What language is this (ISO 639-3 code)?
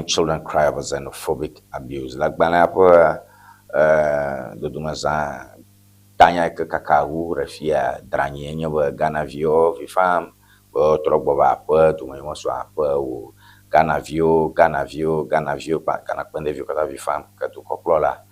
ewe